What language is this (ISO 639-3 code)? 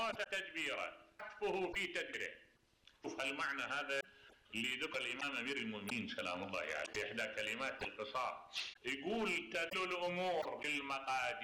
acm